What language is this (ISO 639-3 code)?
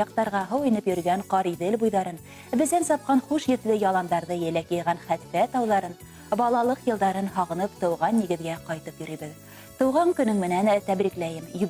bak